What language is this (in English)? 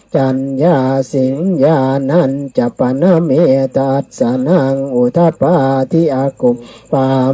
Pali